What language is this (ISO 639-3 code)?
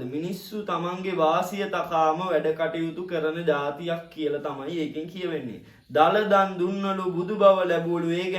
sin